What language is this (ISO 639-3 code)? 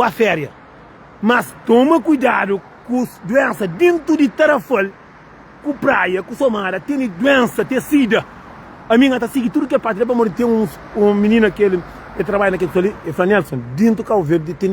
kea